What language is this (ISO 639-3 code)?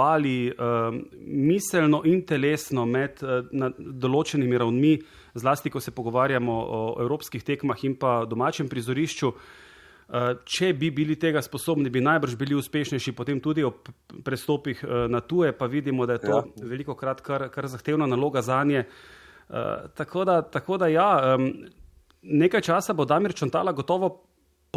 slv